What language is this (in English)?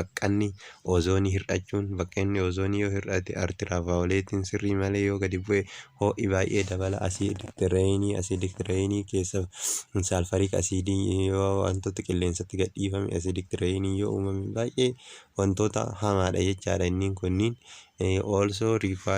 Oromo